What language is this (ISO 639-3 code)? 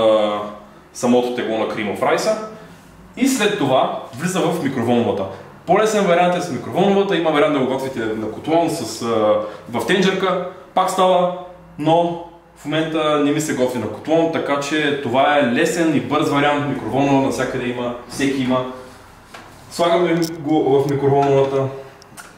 bul